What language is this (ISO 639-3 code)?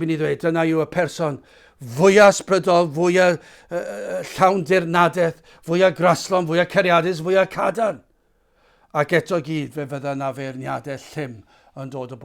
cym